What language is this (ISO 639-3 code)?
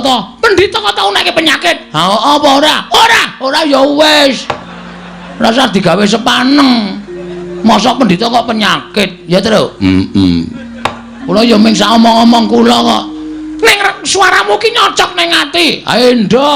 jav